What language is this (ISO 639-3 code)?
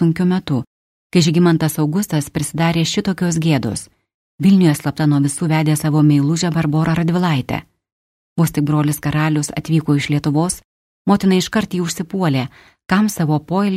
lit